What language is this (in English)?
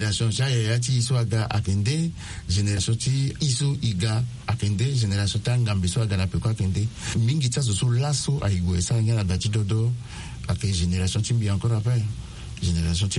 Sango